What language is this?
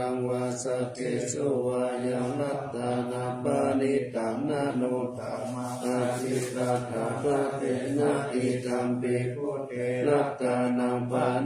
Pali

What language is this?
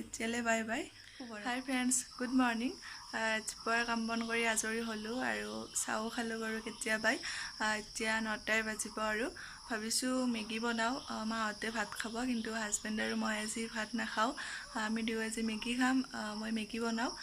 Assamese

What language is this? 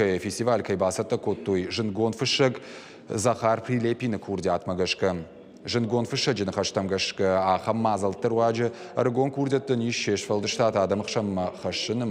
Ossetic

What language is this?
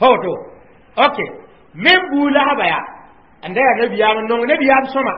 Mossi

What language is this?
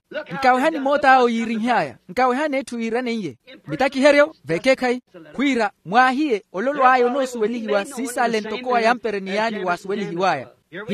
Makhuwa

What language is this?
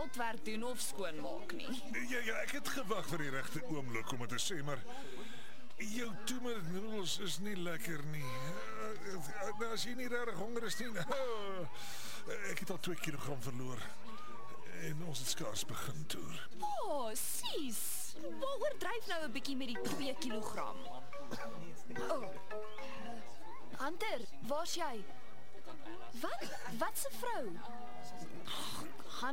Afrikaans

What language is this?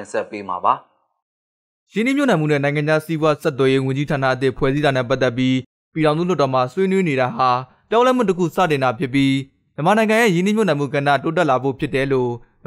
Burmese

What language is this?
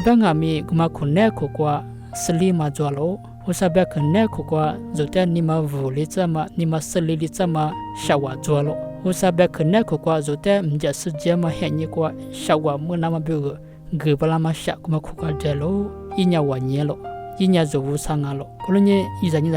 Lisu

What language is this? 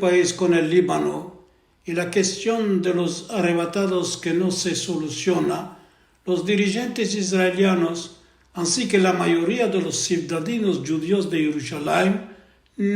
Ladino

